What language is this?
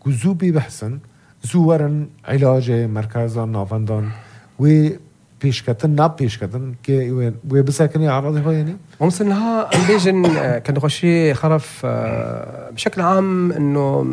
North Levantine Arabic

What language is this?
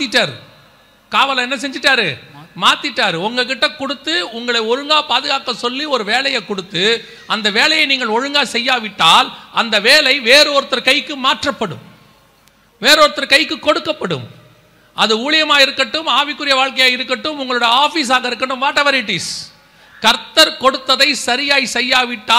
Tamil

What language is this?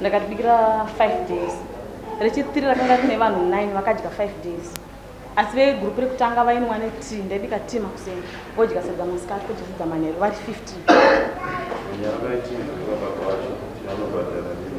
Shona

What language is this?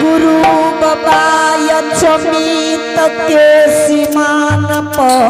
Angika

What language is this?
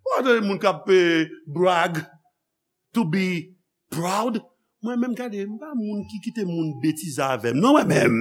Haitian Creole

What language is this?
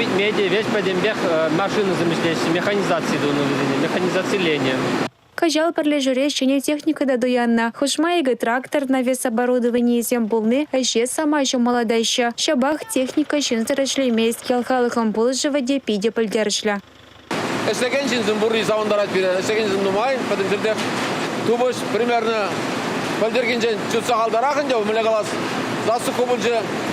Chuvash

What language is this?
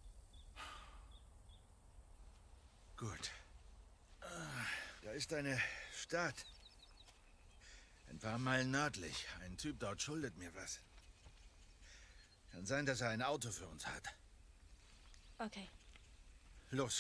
German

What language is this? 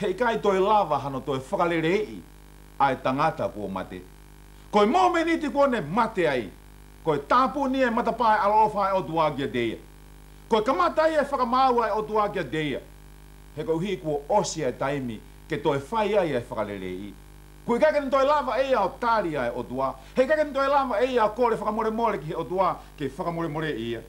Tongan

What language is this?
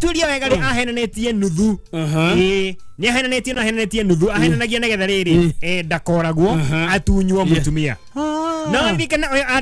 Kikuyu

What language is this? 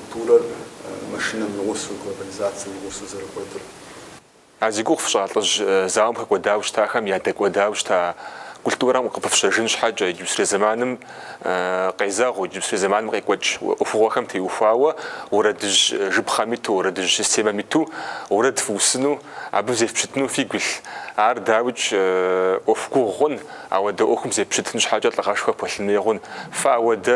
Kabardian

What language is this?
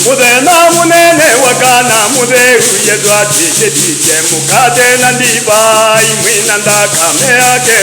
Kamba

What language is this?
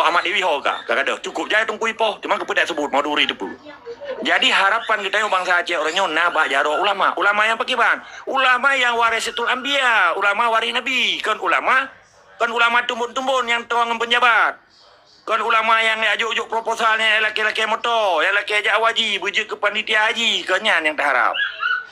Achinese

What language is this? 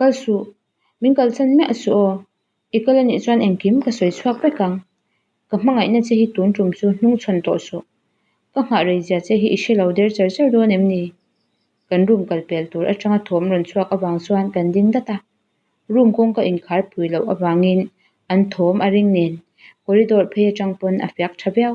Mizo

